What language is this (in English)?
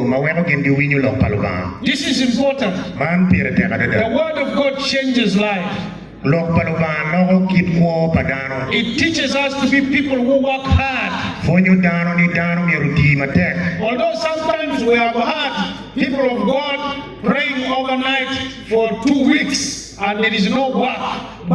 Acoli